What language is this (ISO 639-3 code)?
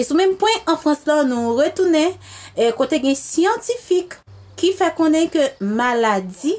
hat